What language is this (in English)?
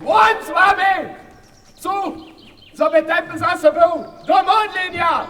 Upper Sorbian